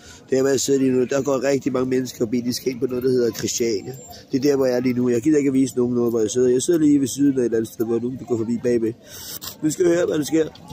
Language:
Danish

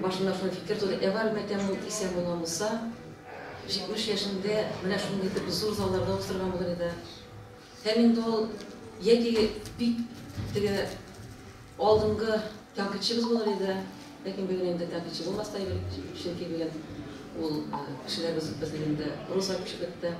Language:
Tatar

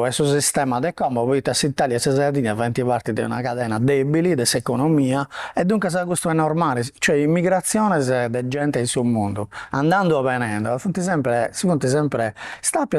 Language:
Sardinian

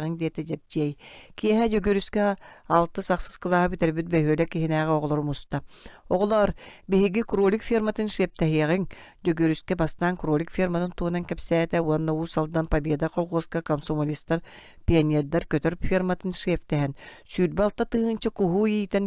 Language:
Yakut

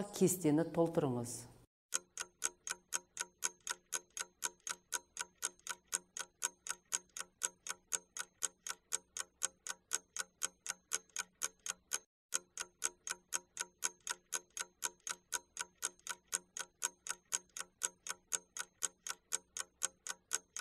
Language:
Kazakh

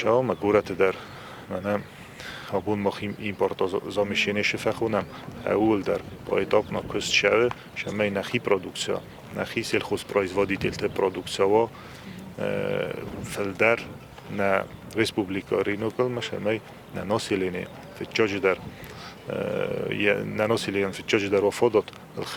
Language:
Ossetic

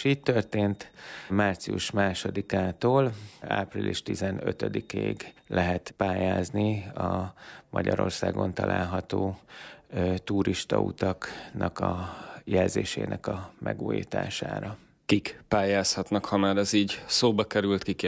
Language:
Hungarian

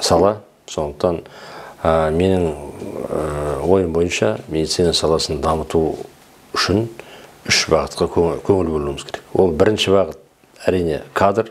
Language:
Kazakh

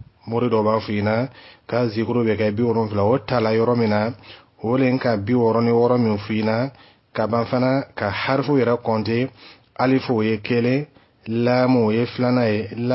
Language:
Dyula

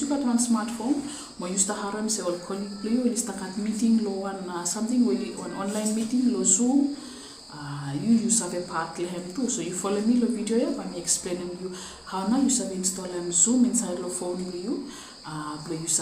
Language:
Bislama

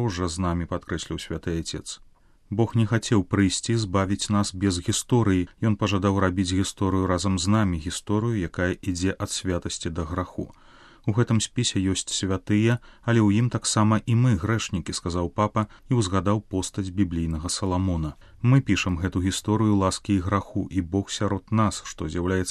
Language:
Belarusian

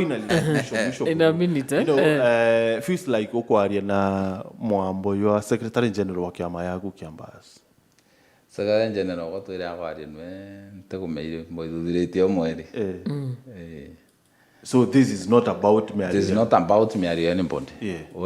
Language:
Meru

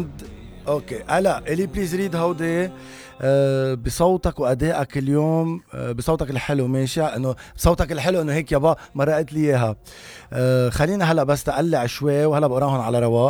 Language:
North Levantine Arabic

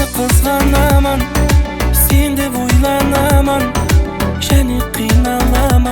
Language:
Kara-Kalpak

